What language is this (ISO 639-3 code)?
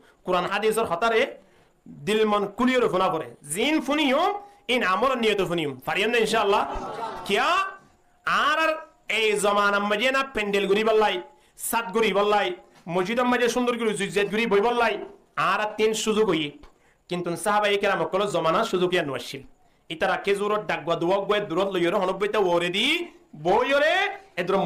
rhg